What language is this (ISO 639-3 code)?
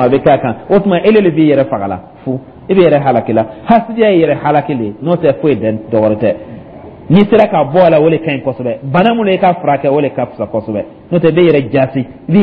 dyu